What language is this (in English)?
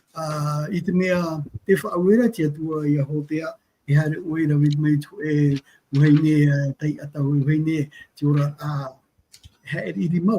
Tahitian